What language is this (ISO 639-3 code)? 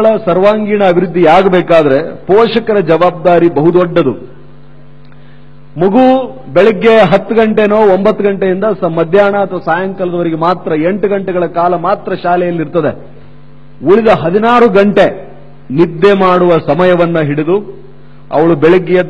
kan